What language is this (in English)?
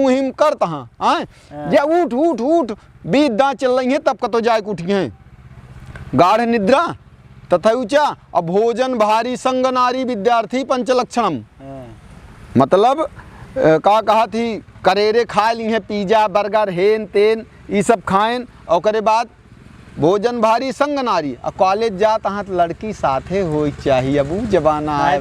Awadhi